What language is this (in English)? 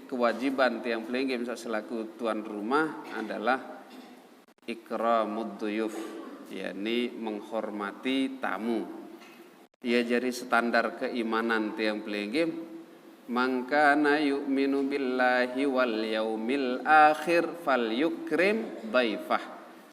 Sasak